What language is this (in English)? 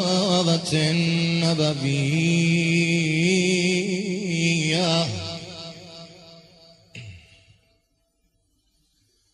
Persian